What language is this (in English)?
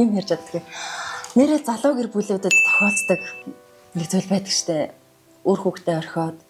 Mongolian